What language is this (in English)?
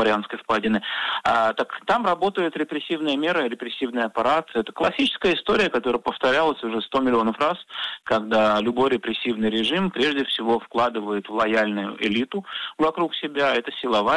Russian